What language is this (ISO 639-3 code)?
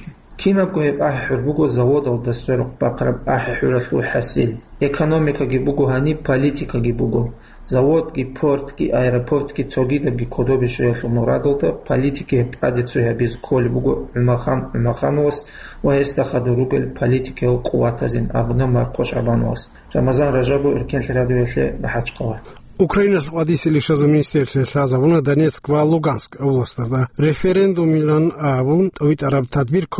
ava